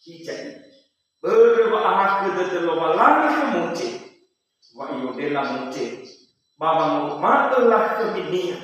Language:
Nias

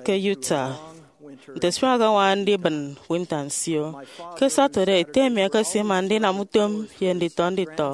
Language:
Efik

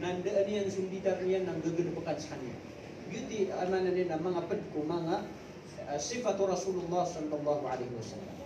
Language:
Maranao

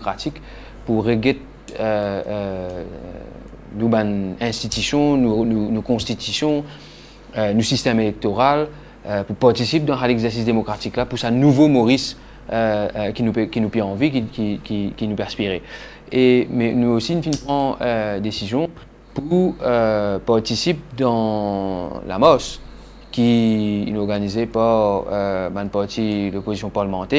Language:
Morisyen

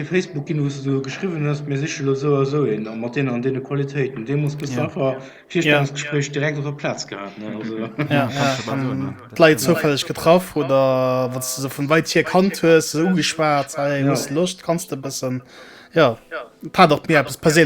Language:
Luxembourgish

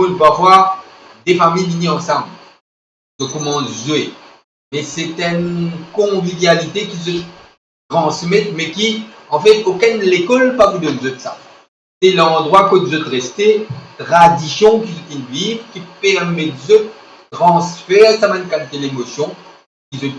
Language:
Morisyen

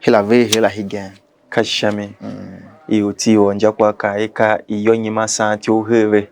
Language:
Tiv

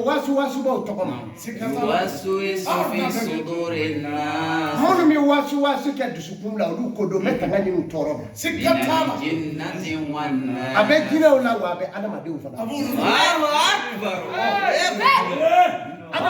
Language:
Bambara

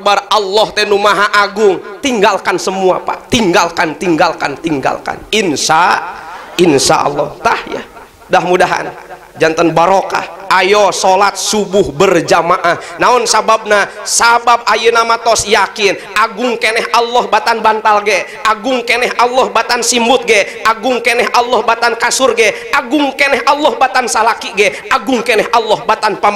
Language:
Sundanese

